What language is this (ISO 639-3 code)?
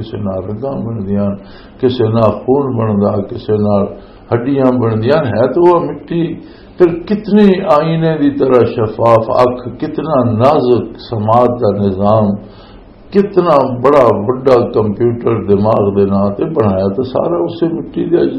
lah